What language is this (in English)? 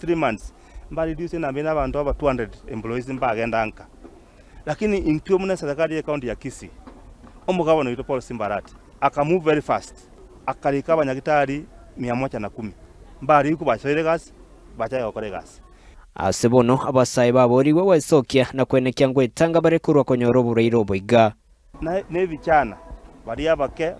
Gusii